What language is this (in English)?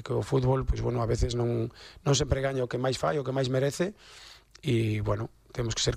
Galician